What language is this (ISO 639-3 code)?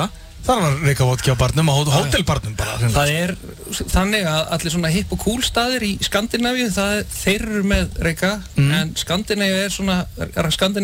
isl